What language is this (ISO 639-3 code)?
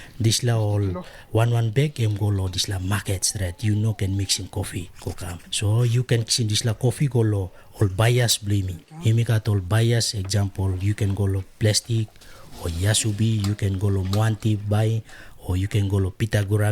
tpi